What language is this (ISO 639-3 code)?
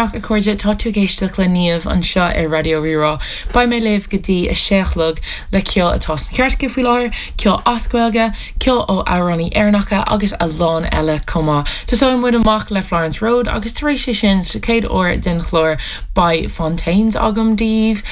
gle